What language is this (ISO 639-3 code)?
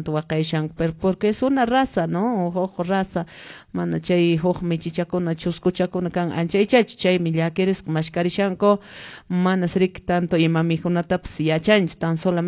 que